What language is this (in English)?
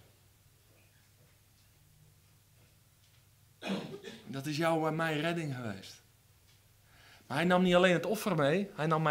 Dutch